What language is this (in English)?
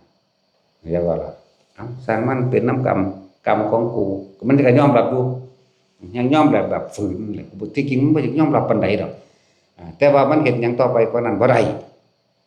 Lao